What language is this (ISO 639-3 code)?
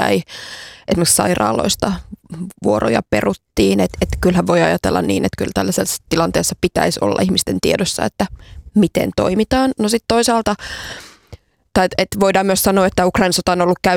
fin